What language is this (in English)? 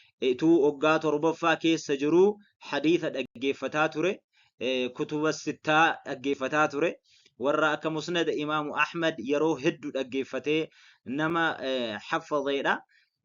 Oromo